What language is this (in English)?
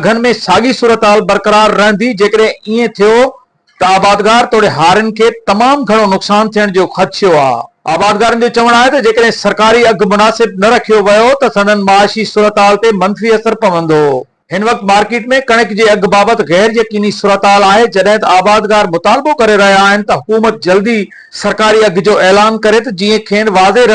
Sindhi